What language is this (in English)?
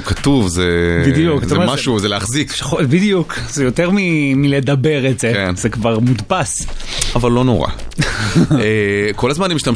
Hebrew